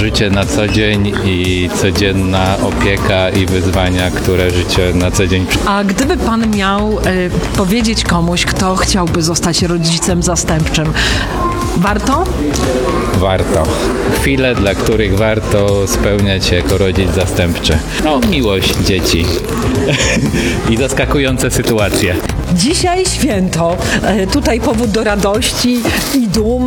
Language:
Polish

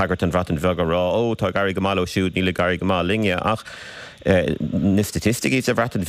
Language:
Irish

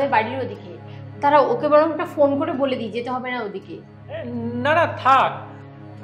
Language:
Bangla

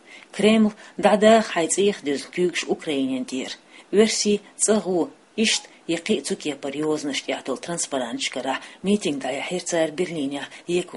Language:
Chechen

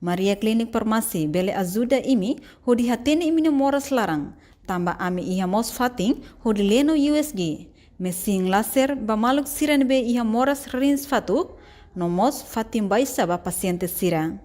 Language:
Tetum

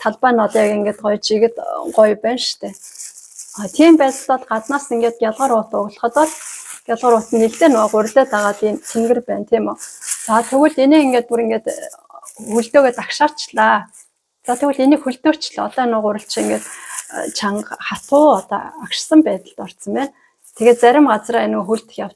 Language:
Mongolian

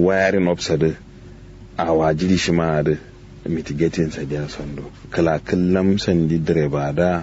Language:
Kanuri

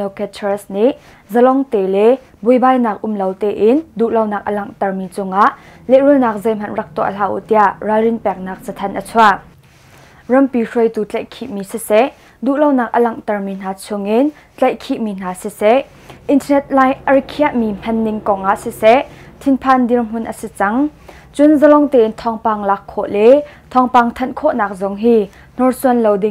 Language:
Hakha Chin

